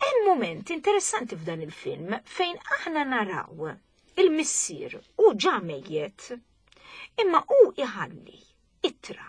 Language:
Maltese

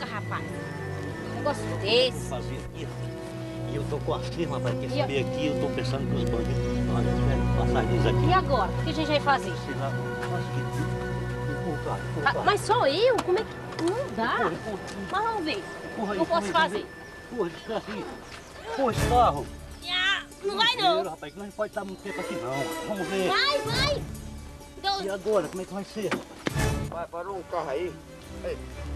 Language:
Portuguese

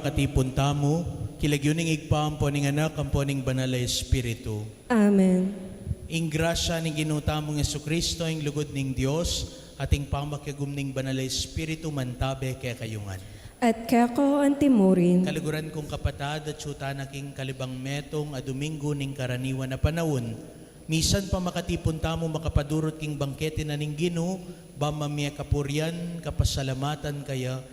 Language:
Pampanga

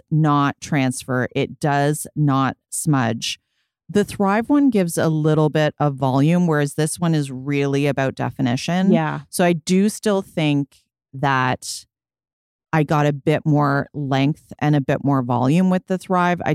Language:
English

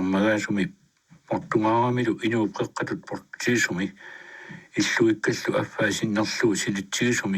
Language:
Kalaallisut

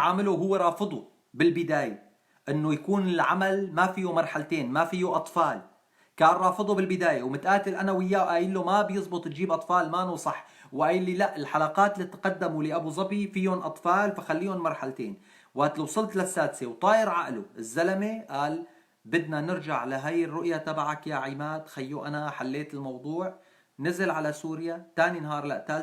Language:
North Levantine Arabic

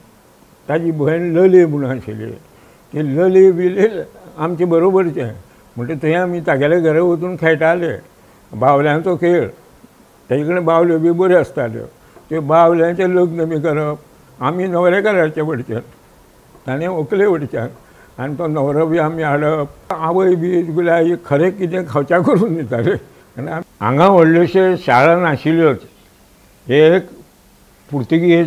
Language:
Konkani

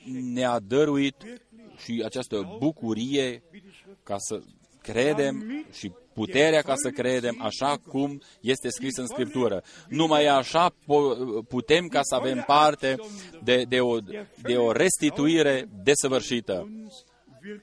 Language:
Romanian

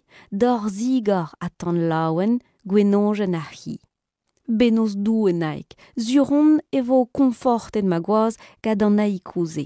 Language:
Breton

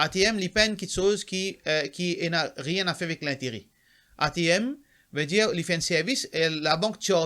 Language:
Morisyen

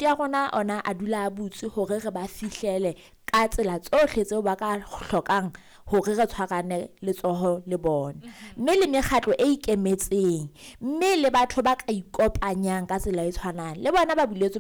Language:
Southern Sotho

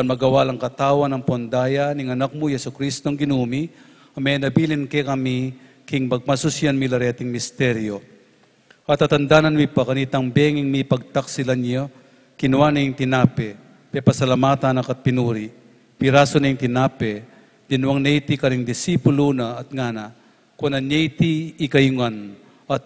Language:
Pampanga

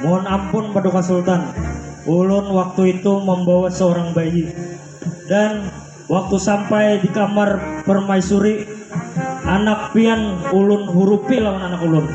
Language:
Banjar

